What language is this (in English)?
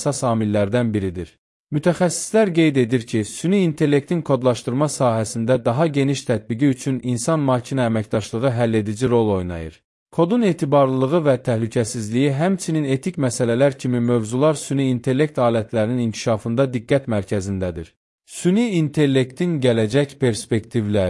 Azerbaijani